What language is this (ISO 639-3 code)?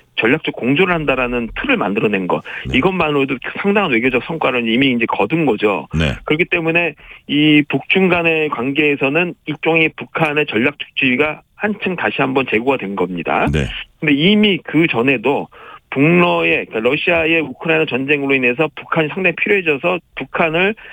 kor